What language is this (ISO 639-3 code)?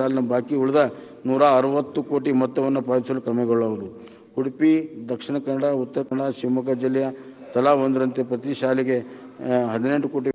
kan